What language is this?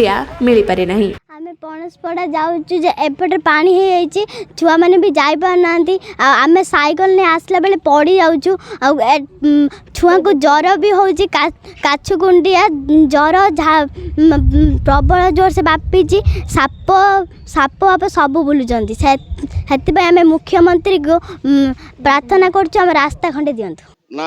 Odia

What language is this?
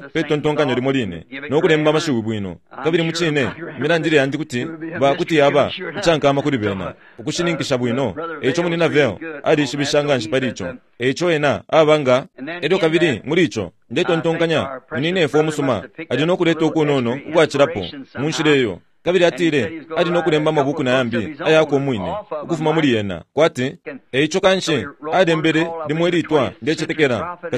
Bemba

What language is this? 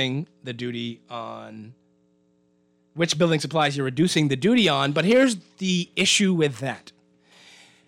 English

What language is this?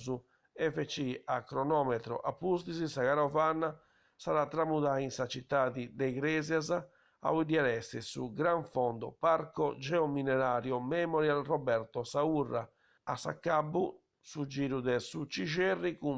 Sardinian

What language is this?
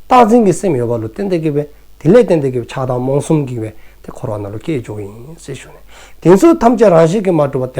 Dzongkha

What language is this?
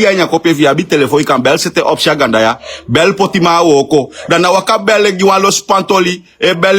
Sranan Tongo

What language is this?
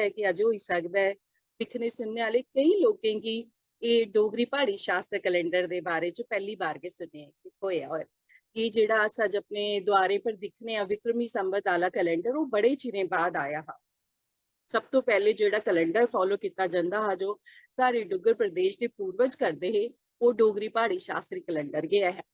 Dogri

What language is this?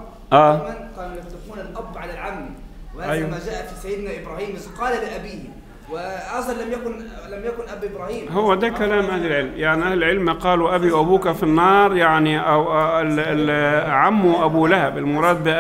Egyptian Arabic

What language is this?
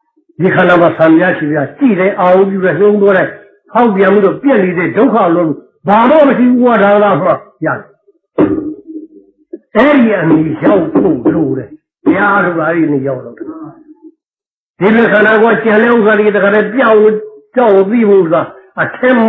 Burmese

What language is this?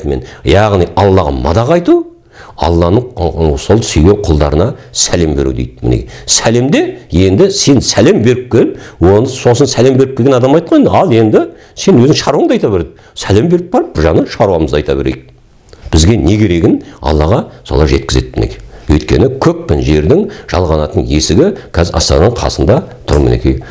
Kazakh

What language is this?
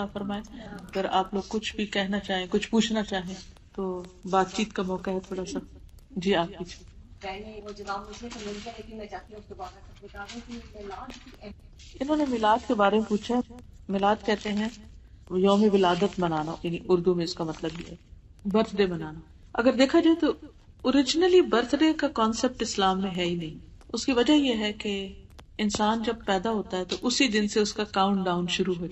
Urdu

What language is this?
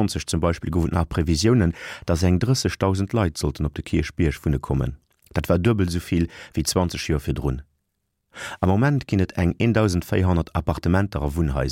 Luxembourgish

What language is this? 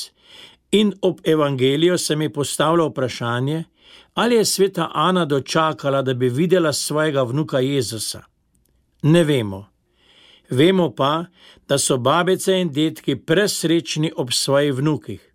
Slovenian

